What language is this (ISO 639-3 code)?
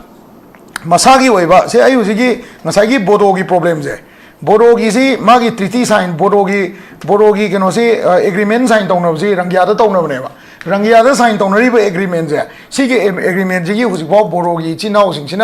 mni